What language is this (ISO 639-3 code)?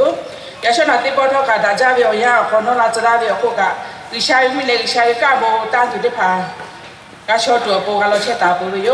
lhu